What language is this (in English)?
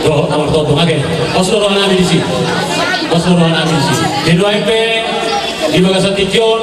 Batak Toba